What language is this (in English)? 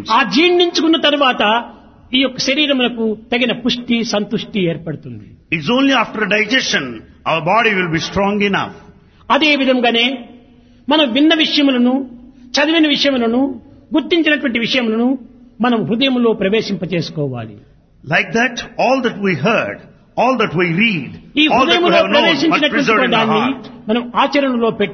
Telugu